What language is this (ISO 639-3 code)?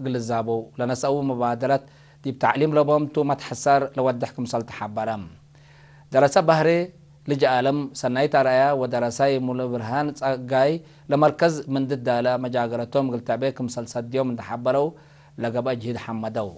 tig